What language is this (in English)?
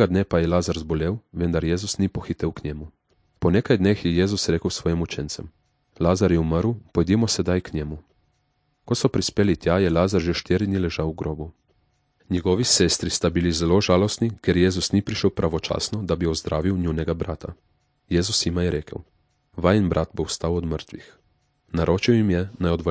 Slovenian